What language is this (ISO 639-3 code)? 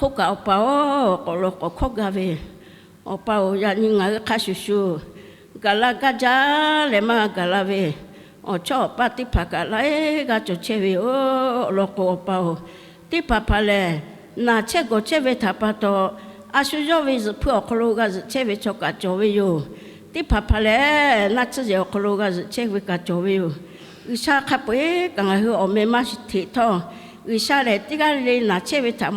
lhu